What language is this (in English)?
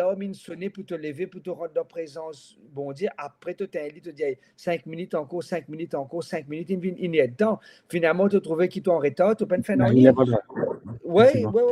Morisyen